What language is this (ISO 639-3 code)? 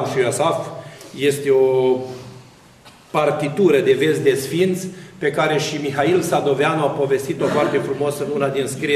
ron